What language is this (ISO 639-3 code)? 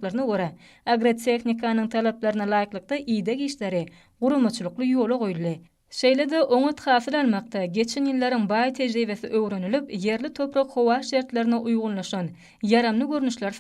tuk